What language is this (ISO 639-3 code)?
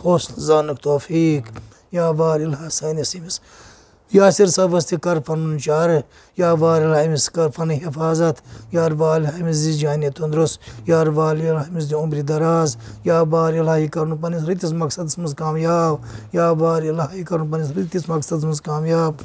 kas